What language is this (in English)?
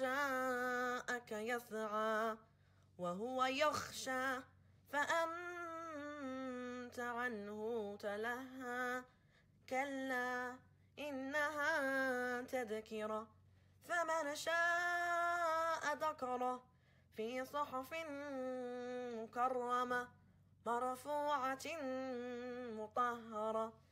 Arabic